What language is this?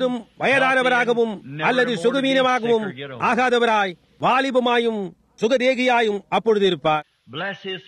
Tamil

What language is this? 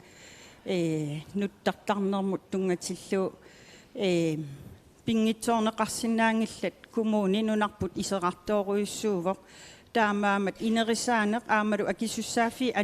Kalaallisut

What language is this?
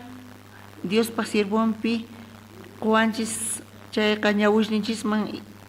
South Bolivian Quechua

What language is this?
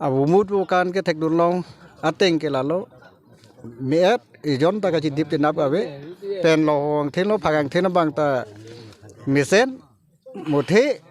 Karbi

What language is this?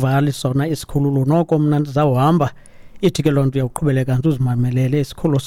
Xhosa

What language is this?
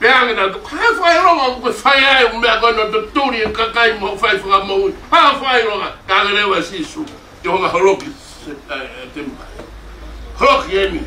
Tongan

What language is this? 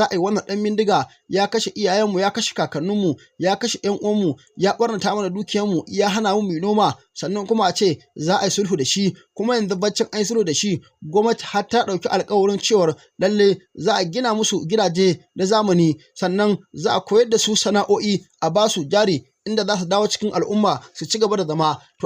Hausa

